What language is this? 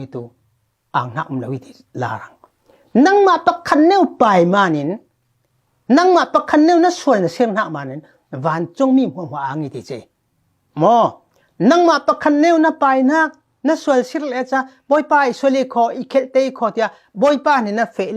Falam Chin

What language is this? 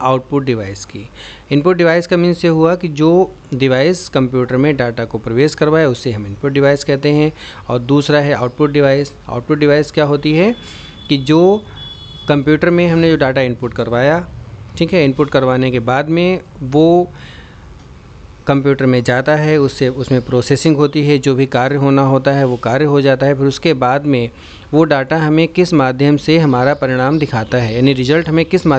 Hindi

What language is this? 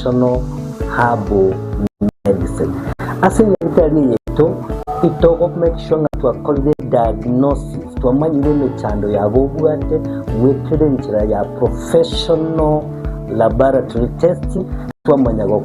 Gusii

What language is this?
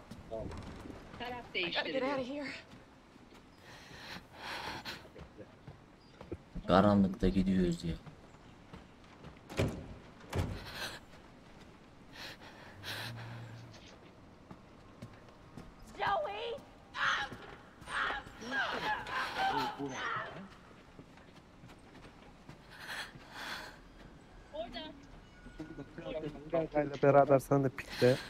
Turkish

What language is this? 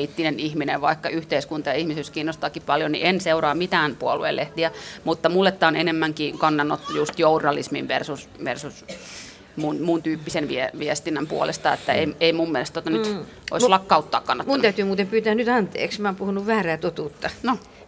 Finnish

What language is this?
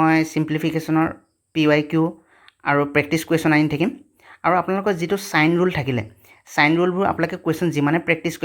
Assamese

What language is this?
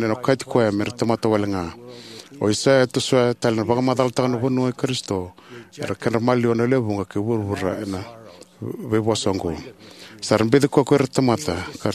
Fijian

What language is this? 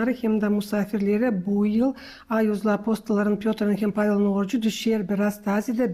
Gagauz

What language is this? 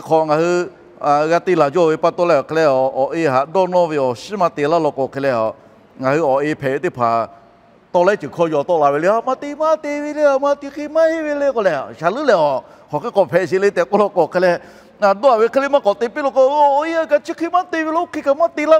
Lahu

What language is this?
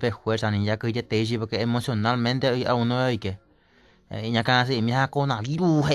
Guarani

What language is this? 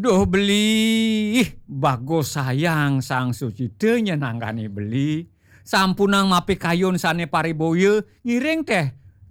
Balinese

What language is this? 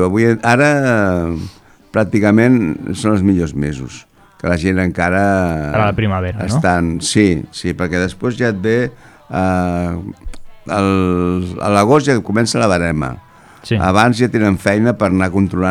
Catalan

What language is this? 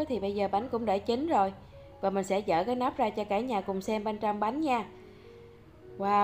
Vietnamese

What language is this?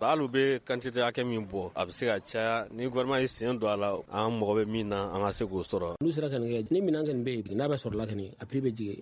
Bambara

